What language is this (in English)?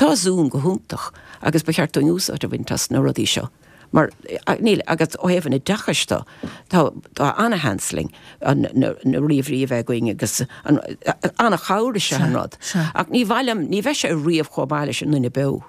Irish